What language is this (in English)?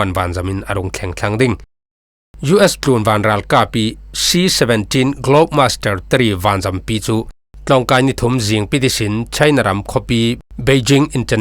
Falam Chin